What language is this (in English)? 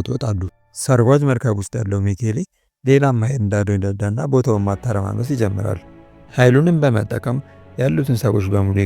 Amharic